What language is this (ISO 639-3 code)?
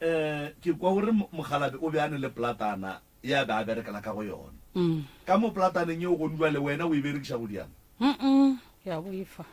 nso